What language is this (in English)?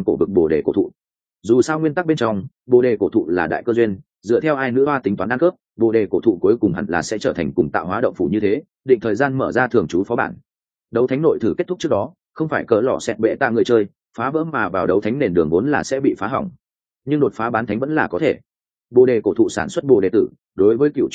Vietnamese